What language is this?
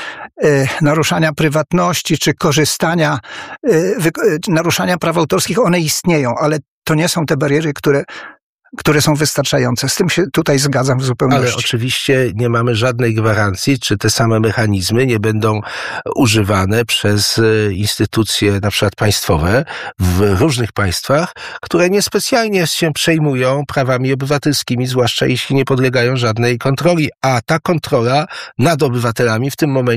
Polish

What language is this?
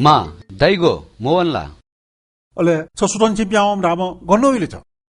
Newari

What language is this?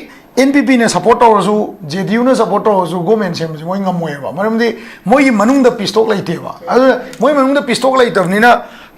Manipuri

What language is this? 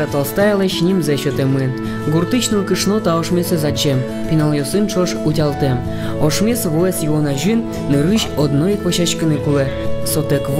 Udmurt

